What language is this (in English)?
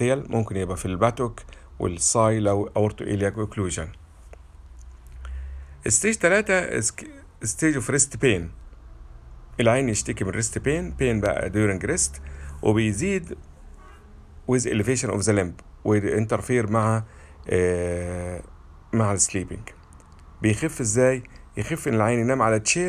Egyptian Arabic